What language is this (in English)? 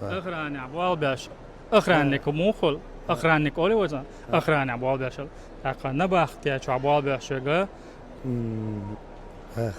Chechen